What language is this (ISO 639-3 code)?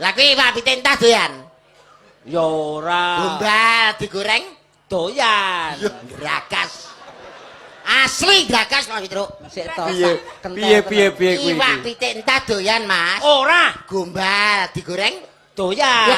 jav